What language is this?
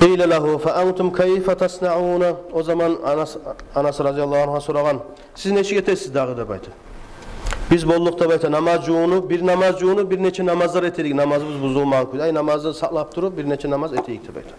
Kumyk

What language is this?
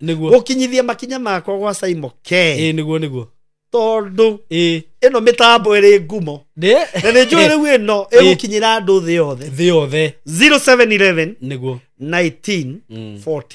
Kikuyu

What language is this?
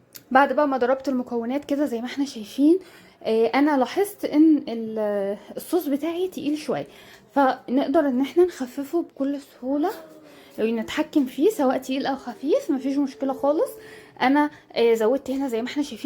Egyptian Arabic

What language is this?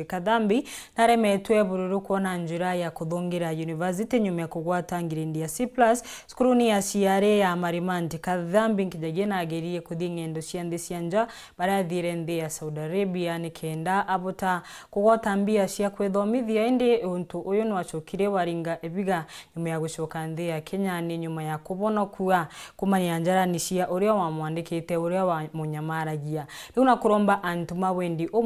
Meru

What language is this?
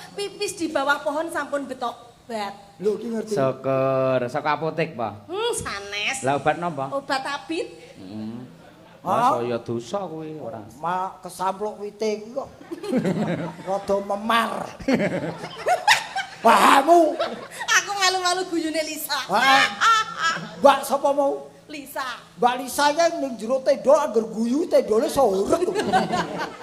Javanese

